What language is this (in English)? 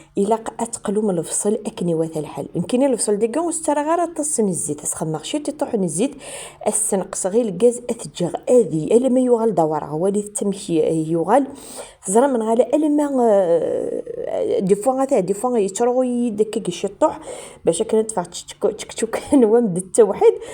Kabyle